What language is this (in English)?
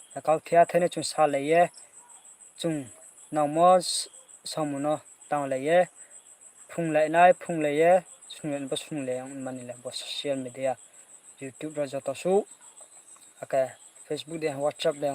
Riang (India)